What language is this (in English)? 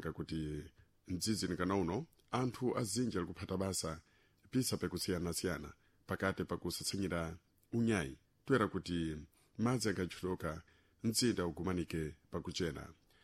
Sena